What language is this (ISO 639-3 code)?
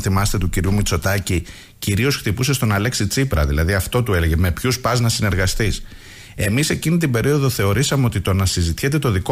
ell